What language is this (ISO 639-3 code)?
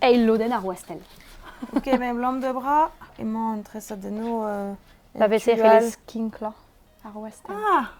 bre